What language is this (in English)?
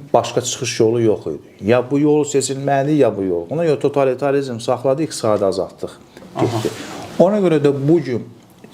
Azerbaijani